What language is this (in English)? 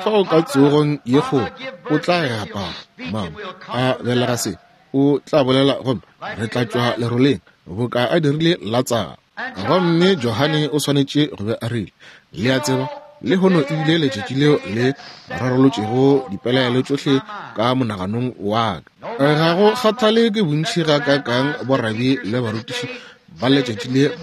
Northern Sotho